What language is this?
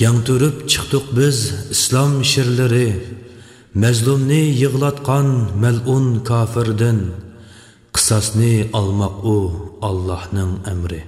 Uyghur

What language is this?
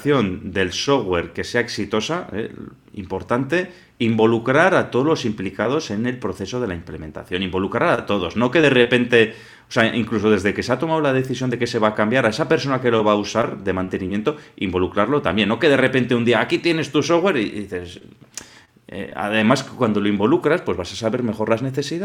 Spanish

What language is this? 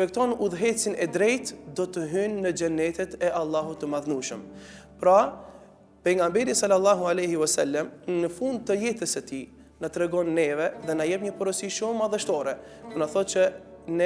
Albanian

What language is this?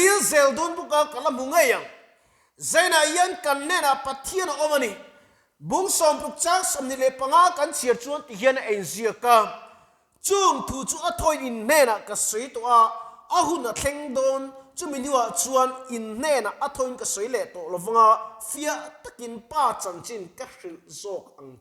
Mizo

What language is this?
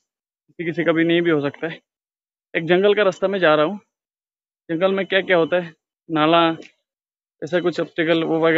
Hindi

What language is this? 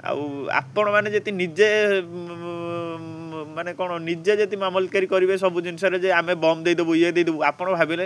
Odia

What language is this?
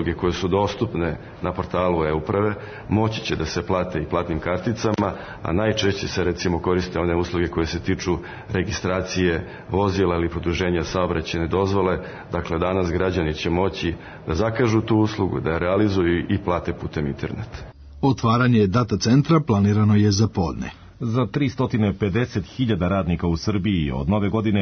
Serbian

